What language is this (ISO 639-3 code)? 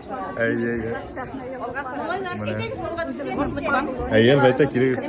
tat